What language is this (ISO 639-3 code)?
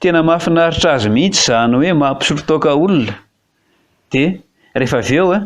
mlg